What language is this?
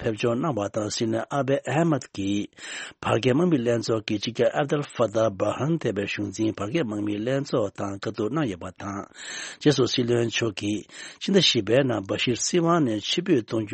Tibetan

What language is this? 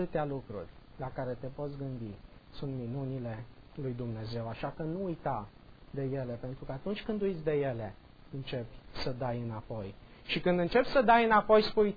Romanian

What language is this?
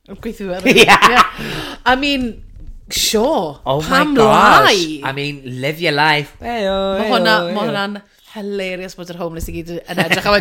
Welsh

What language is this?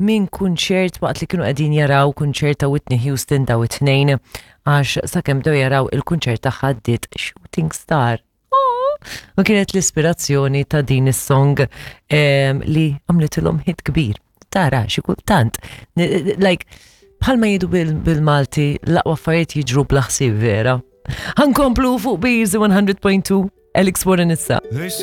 Maltese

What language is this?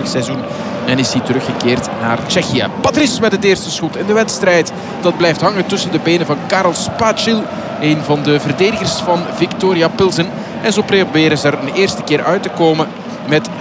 Dutch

